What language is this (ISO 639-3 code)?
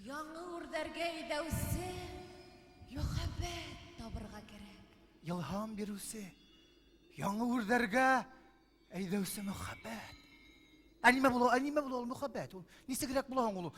bak